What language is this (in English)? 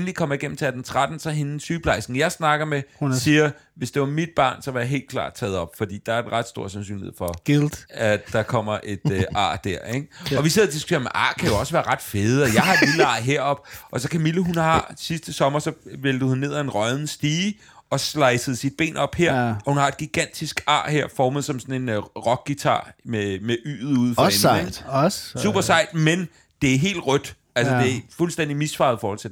Danish